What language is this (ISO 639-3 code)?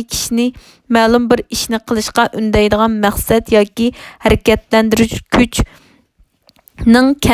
uig